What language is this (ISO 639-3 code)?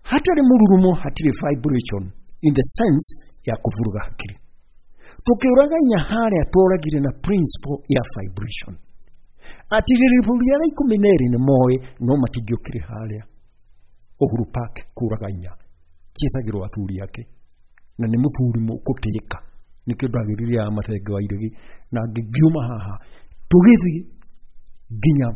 kik